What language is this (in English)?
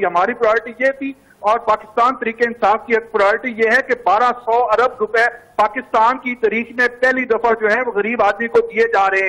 Urdu